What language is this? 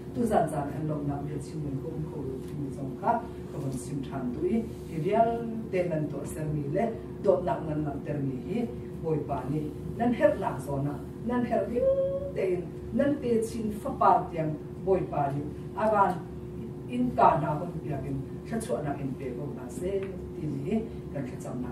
Hakha Chin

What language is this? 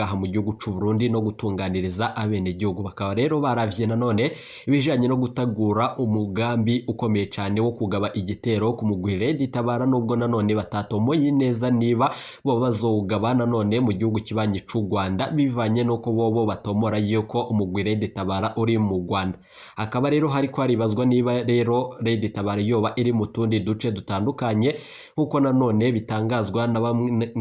Rundi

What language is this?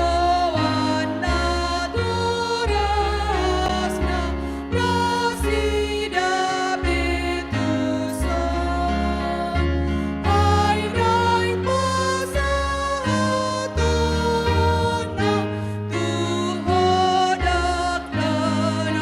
Batak Toba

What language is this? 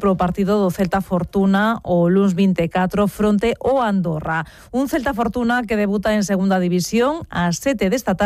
Galician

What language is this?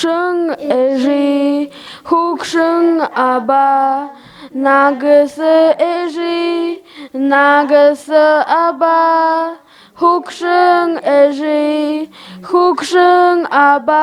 Buriat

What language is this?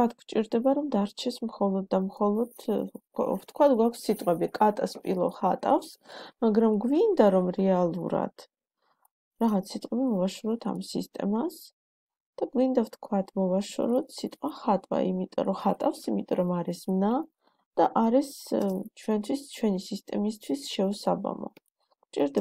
Georgian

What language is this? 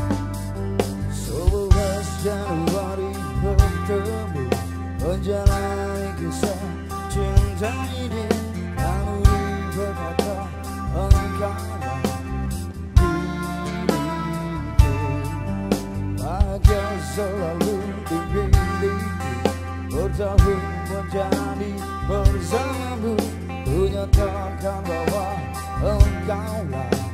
Indonesian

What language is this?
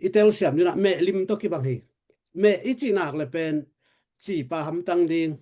Tedim Chin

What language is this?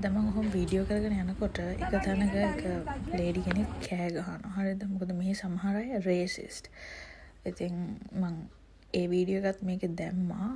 Sinhala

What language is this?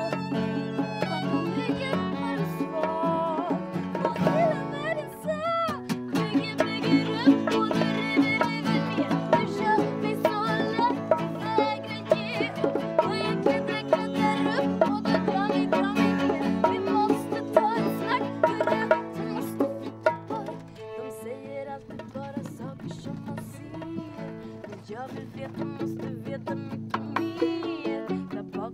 Swedish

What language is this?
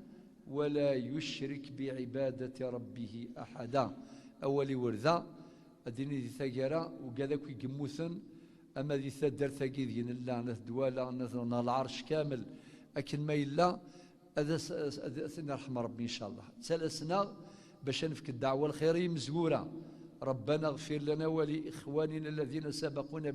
Kabyle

